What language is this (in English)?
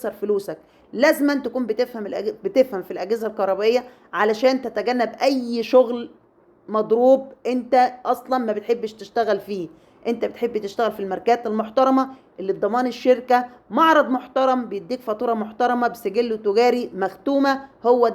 Egyptian Arabic